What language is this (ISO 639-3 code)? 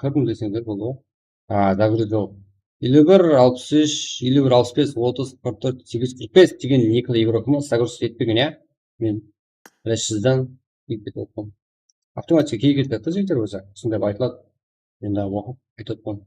kaa